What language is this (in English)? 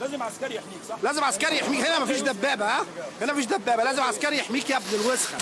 Egyptian Arabic